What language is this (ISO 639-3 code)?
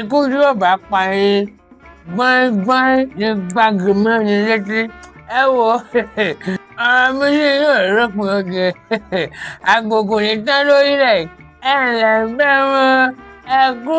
yor